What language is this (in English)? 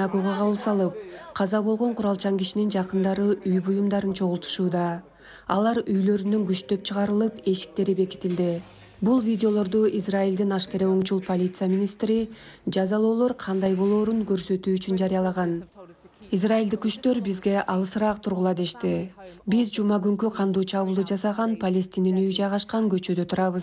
Kyrgyz